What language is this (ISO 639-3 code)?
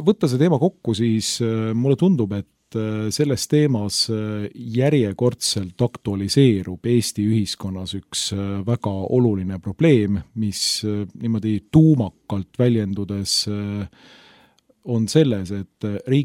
est